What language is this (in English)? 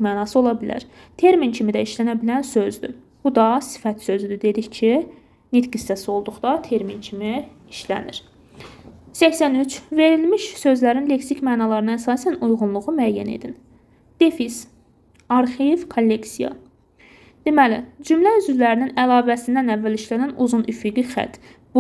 Azerbaijani